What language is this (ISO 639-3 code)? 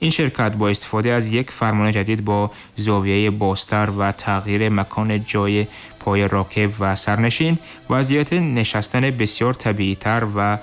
tgk